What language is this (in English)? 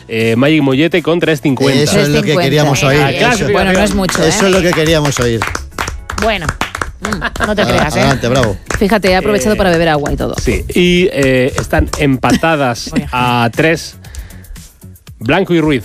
Spanish